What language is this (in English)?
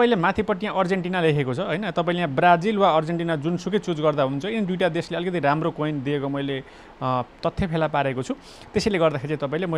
Nepali